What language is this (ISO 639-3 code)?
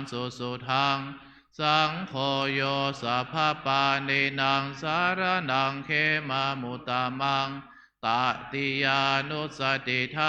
pli